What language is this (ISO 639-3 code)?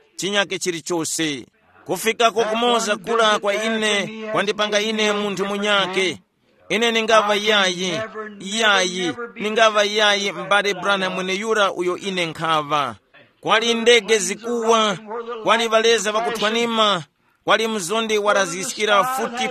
tum